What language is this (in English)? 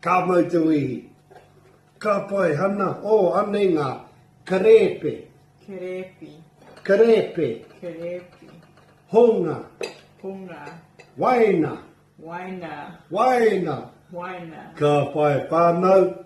Māori